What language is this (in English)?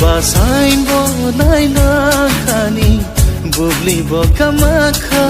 Dimasa